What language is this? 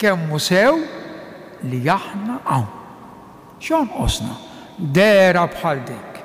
Maltese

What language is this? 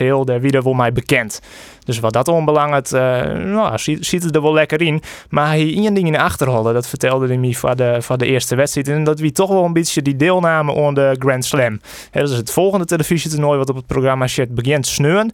Western Frisian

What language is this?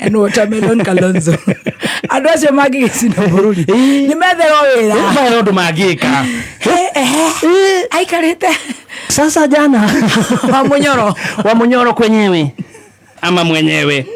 Kikuyu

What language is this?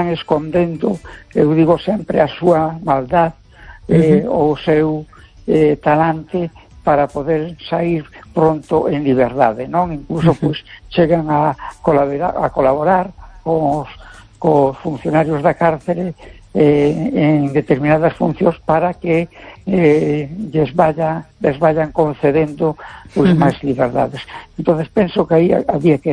Galician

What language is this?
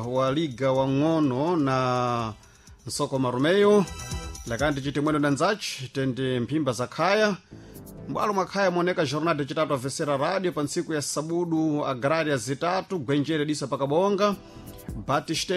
Sena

